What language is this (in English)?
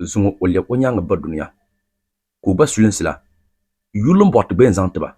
Dagbani